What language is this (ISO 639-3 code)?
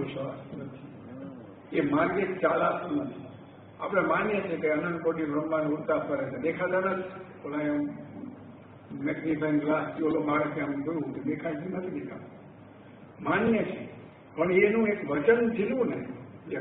guj